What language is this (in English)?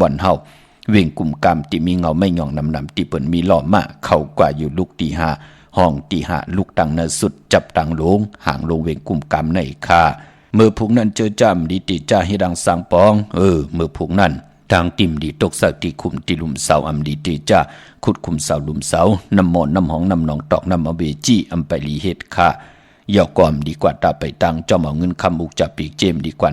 Shan